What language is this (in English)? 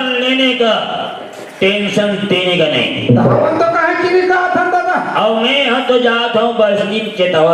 Chhattisgarhi